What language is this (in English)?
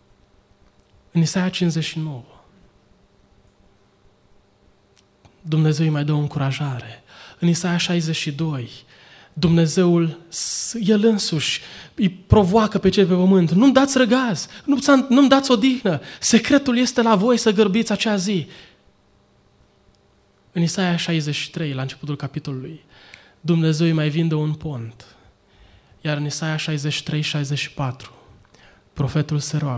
Romanian